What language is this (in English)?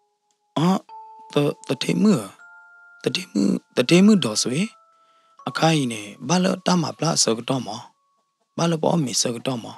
S'gaw Karen